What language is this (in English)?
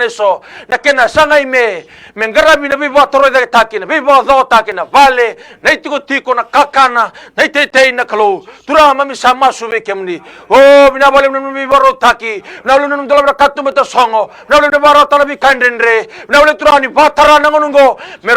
Fijian